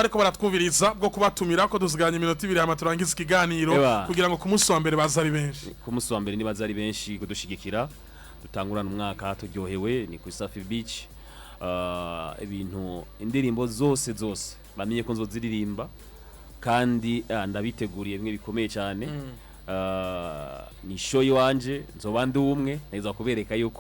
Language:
Rundi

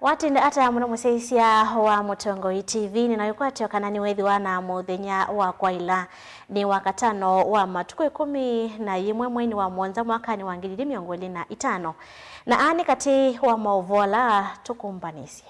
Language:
Kamba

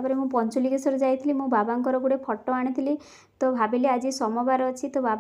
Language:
Odia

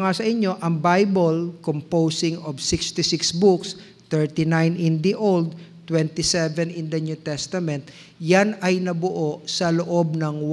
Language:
Filipino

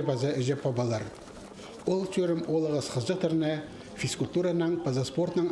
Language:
Khakas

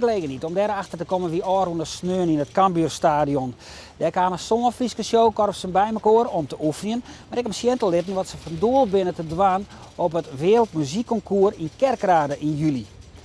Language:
Western Frisian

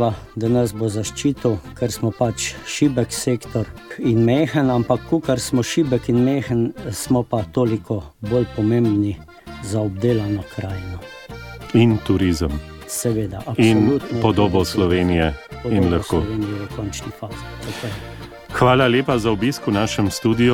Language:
Slovenian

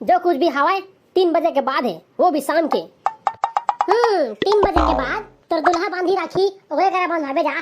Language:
Chhattisgarhi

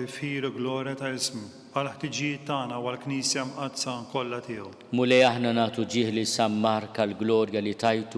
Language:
Maltese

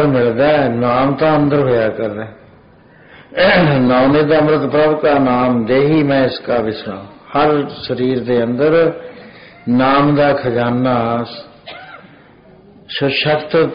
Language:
Punjabi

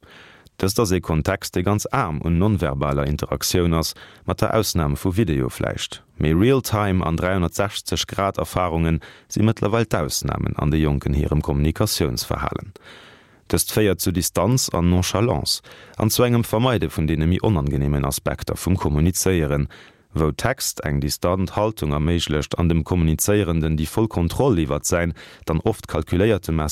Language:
Luxembourgish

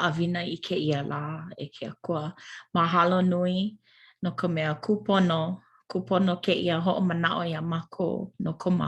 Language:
Hawaiian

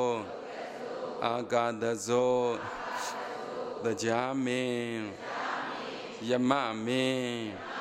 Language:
Burmese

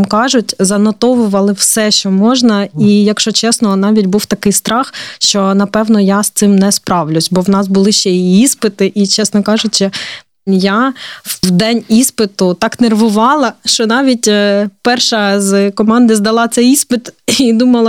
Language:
Ukrainian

